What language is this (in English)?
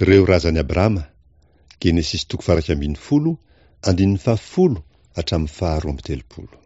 Malagasy